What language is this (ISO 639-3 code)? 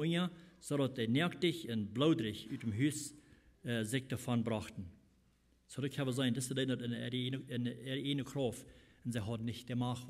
pdt